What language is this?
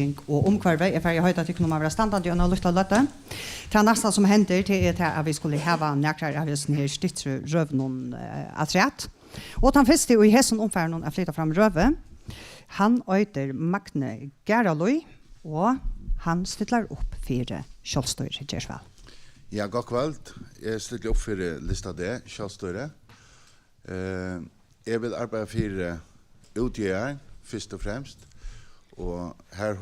Faroese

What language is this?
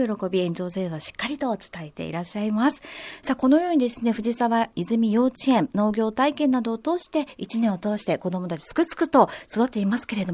Japanese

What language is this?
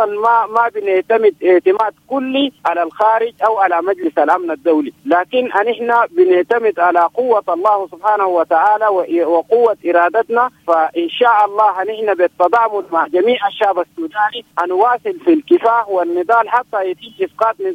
Sudanese Arabic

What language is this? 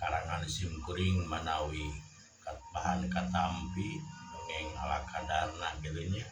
Sundanese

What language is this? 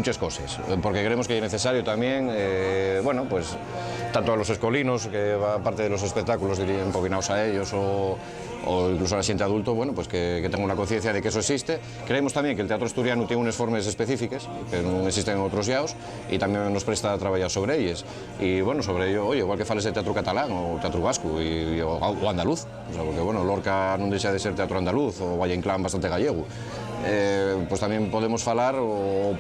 Asturian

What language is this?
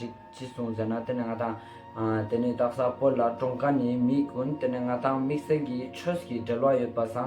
Ladakhi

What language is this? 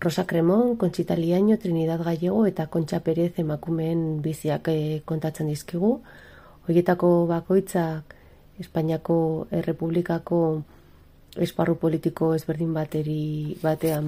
Basque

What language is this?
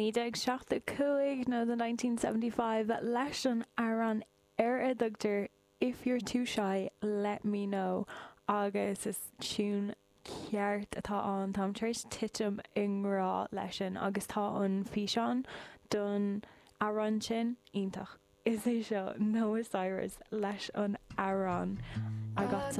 Irish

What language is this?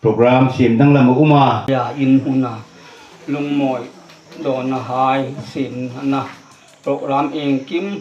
Hmar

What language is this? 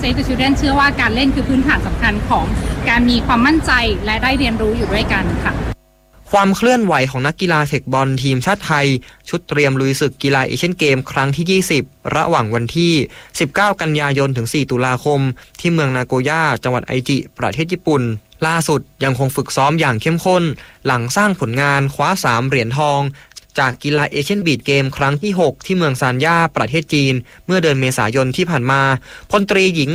Thai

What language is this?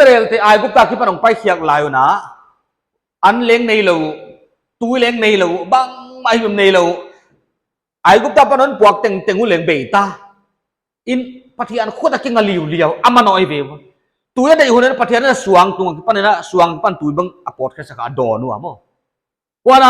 Paite Chin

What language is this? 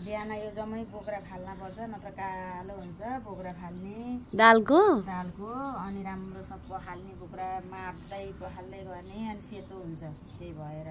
Nepali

